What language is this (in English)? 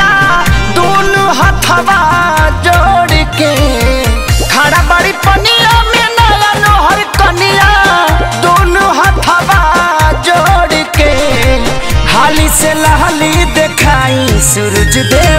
Bhojpuri